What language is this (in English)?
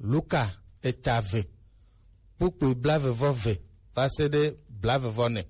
Gen